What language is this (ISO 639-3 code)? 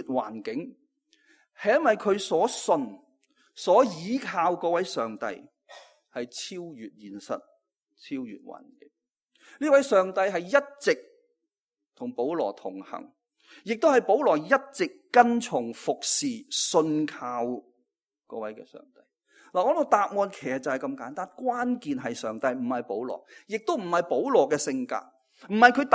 yue